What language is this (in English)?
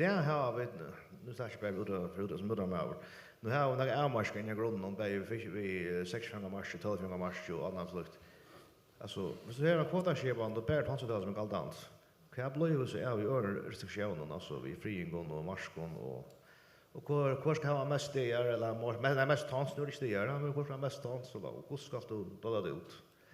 Faroese